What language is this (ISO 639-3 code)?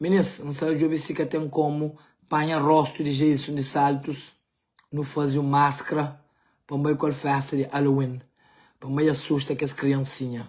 kea